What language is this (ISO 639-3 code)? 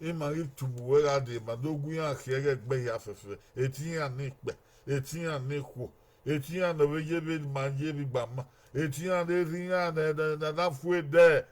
bin